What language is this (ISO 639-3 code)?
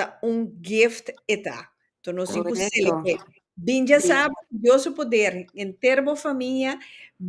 pap